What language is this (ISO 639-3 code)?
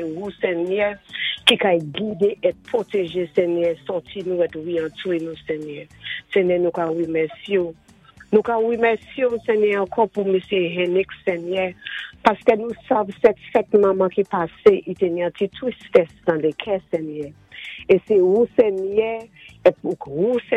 acf